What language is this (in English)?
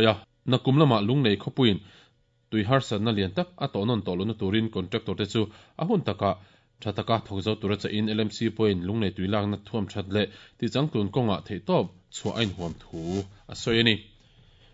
Mizo